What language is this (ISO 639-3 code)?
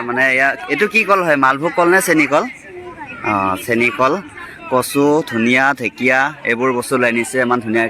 asm